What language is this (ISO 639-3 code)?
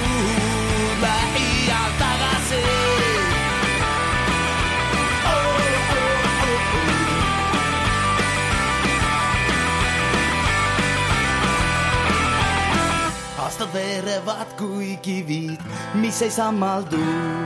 est